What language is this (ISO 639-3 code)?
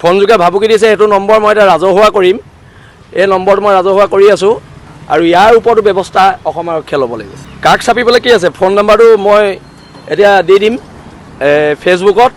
asm